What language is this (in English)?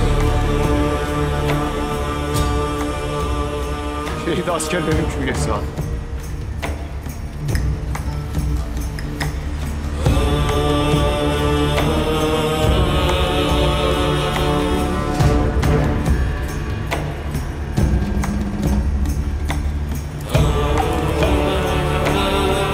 Turkish